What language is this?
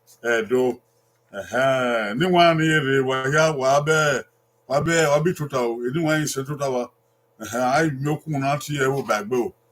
Bini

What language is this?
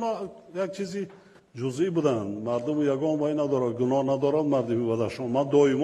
Tajik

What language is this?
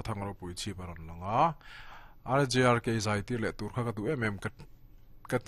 Mizo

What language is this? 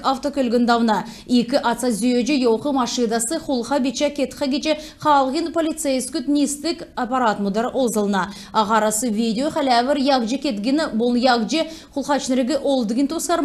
Kalmyk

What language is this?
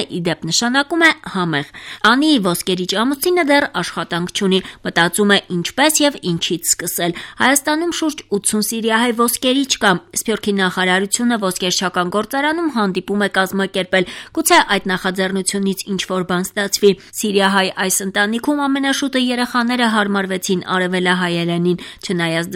Armenian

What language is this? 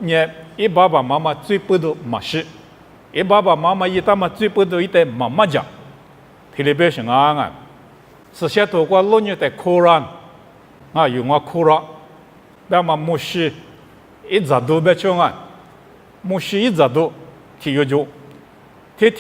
Lisu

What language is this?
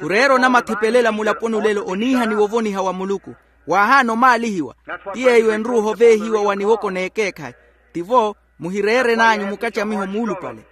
Makhuwa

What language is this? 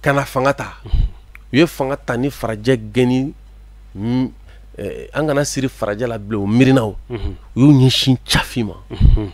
Bambara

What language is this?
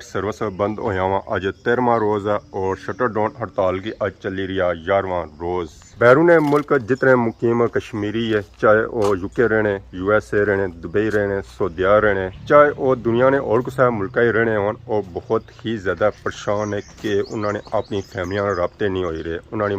Pahari-Potwari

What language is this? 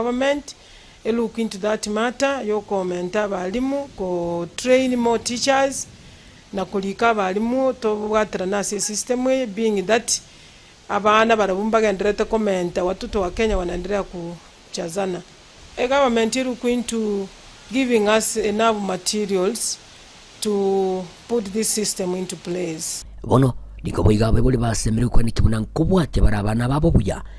Gusii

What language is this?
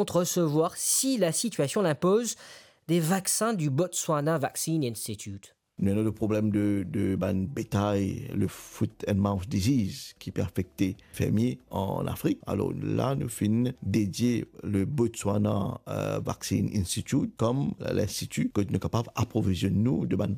Morisyen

